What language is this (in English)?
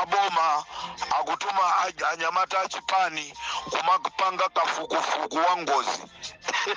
Nyanja